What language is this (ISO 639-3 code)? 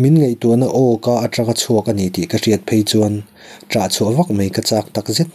lus